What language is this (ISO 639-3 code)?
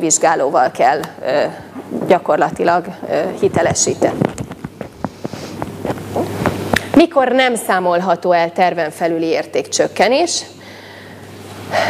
hun